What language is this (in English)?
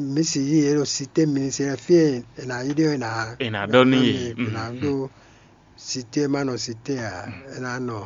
Fon